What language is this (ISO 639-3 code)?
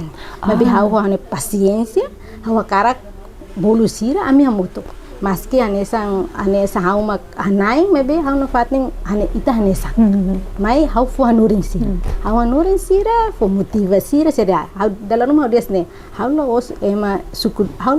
tet